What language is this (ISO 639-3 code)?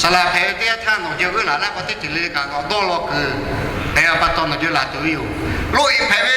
lhu